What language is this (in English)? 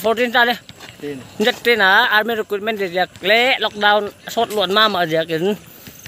Paite Chin